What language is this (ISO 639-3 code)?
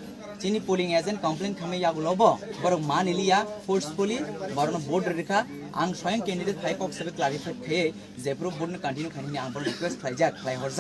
trp